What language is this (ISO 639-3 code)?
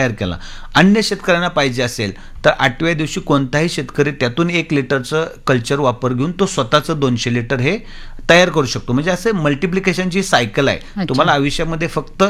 mar